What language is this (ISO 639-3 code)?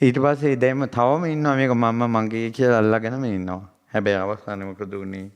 sin